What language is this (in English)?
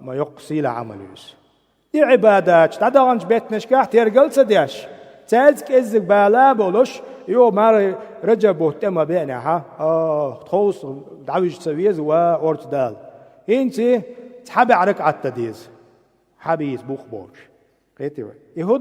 Chechen